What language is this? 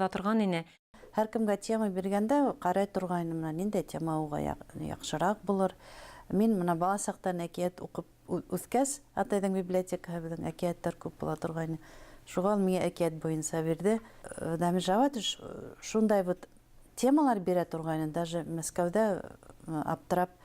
Bashkir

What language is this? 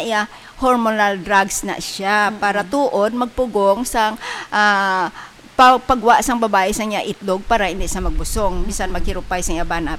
Hiligaynon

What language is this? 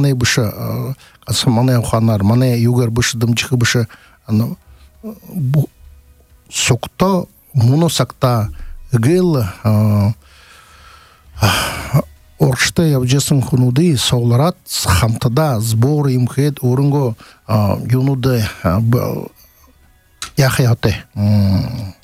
Buriat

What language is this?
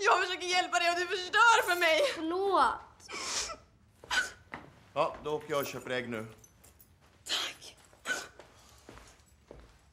Swedish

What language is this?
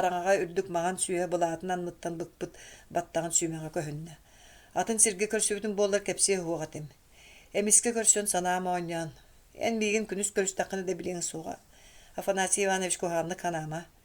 Yakut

